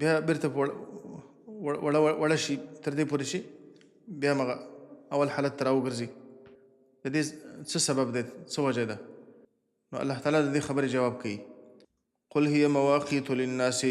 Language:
Pashto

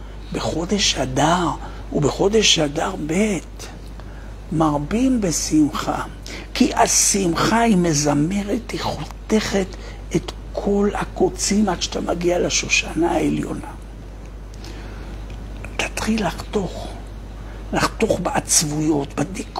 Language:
Hebrew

